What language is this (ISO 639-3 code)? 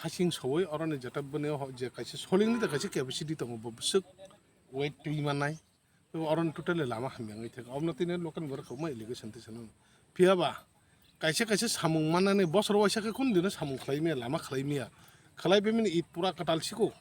trp